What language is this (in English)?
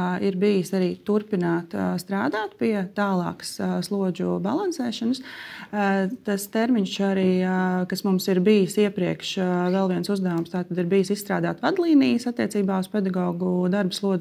Latvian